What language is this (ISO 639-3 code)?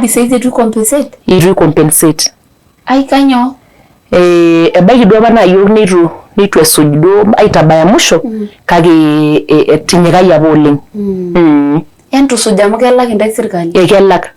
mas